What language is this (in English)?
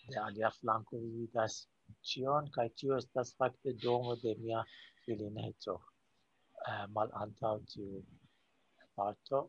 Esperanto